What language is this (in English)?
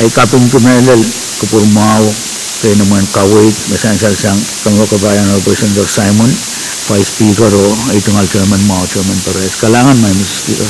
Pohnpeian